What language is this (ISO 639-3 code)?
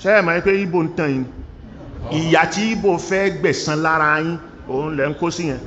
yor